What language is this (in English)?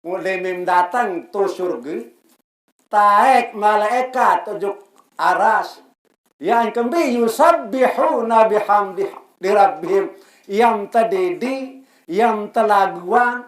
Sasak